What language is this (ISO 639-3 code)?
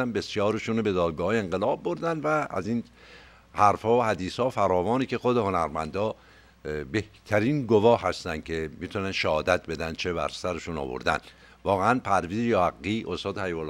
fas